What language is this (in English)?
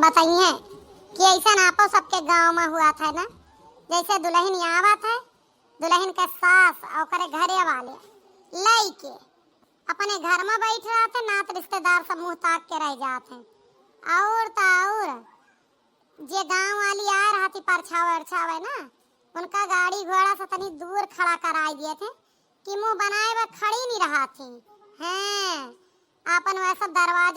Awadhi